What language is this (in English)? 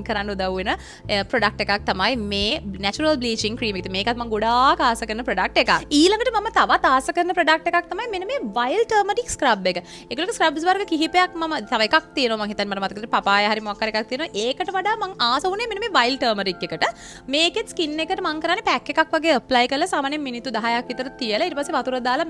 Sinhala